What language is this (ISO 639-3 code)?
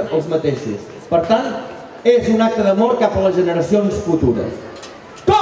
cat